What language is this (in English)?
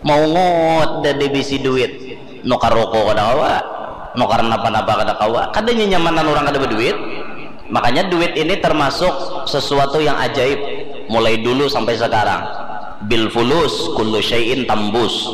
Banjar